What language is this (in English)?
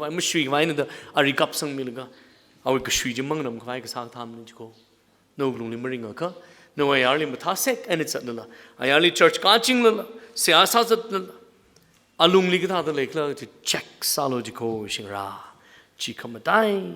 Tangkhul Naga (India)